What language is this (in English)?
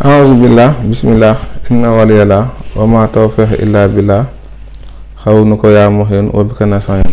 Wolof